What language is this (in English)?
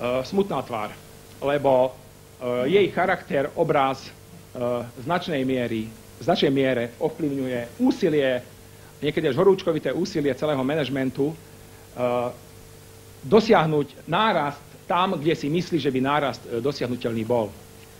Slovak